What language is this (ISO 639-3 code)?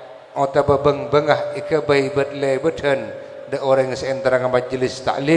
mad